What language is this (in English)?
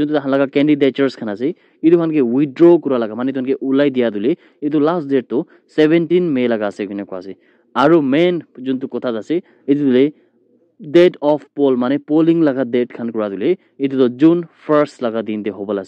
Naga Pidgin